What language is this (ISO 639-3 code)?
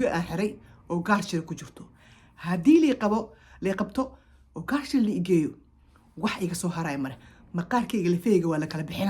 som